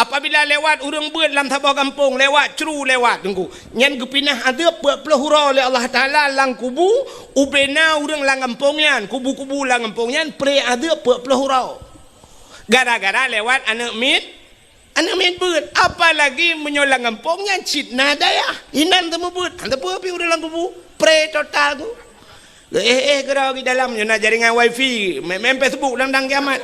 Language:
Achinese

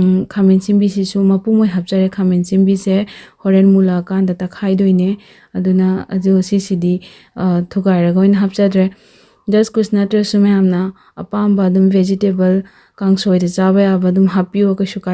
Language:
Manipuri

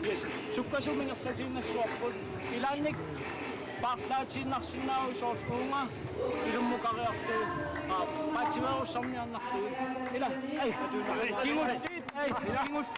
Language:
Kalaallisut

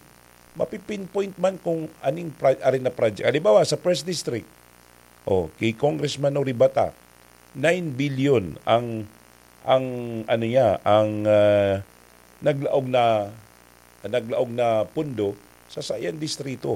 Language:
Bikol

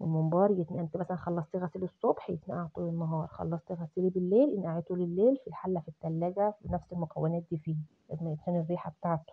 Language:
Egyptian Arabic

